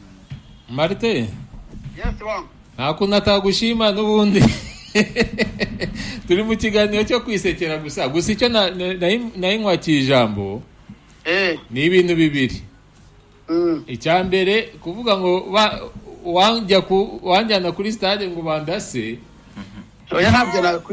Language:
Kinyarwanda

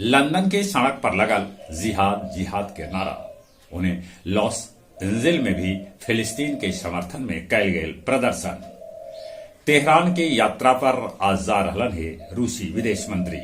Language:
Magahi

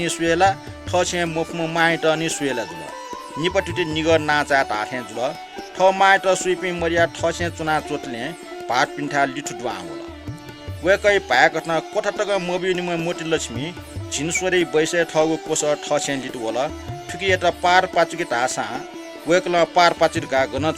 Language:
Newari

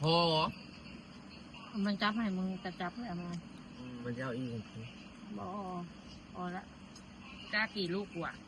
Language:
Lao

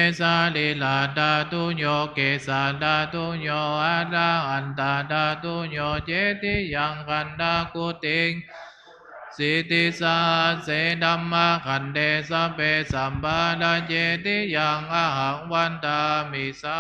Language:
Pali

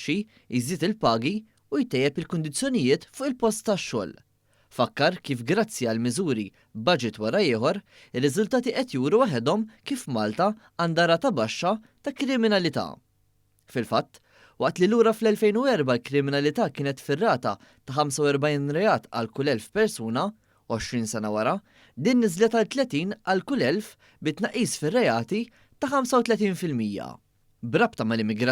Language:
Maltese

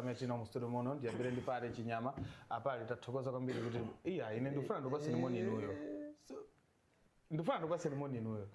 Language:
Nyanja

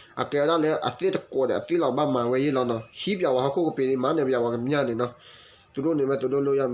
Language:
S'gaw Karen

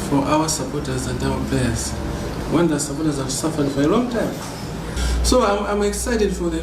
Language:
English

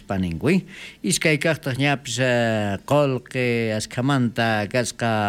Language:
South Bolivian Quechua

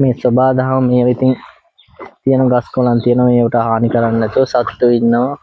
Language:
Sinhala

